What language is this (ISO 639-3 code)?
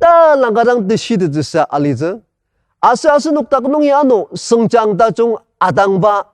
njo